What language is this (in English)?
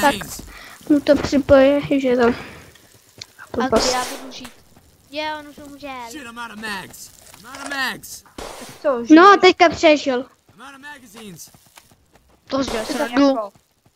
Czech